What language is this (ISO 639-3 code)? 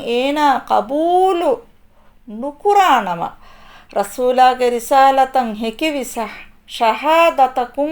div